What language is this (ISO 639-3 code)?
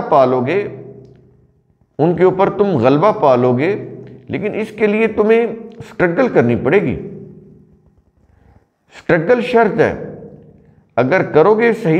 urd